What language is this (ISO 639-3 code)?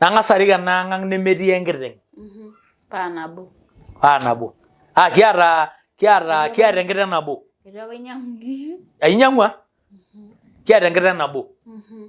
mas